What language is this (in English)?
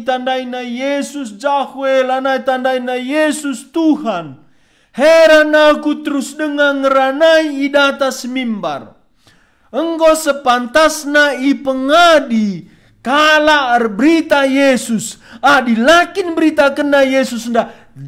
Batak Karo